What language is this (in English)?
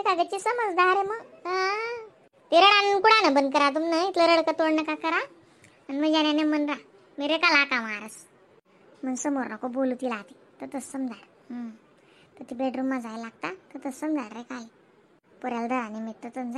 Khandesi